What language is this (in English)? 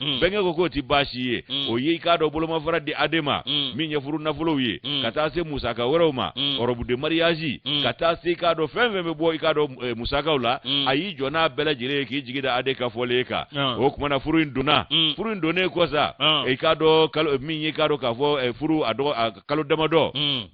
Bambara